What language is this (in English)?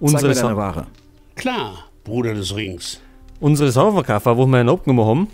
Bavarian